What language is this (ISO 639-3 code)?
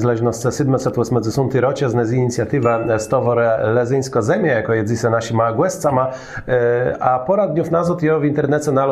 csb